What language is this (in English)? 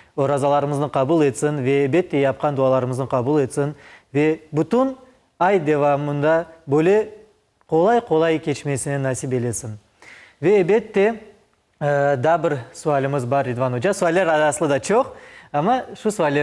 Crimean Tatar